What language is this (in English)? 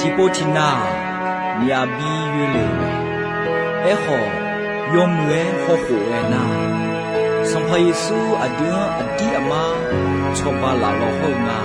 Akha